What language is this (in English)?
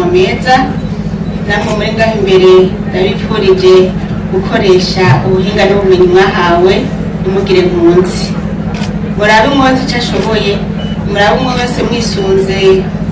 Rundi